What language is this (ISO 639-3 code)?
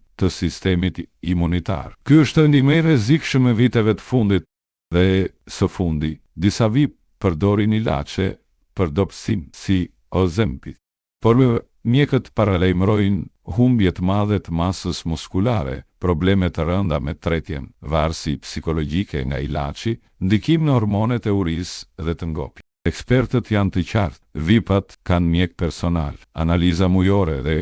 sqi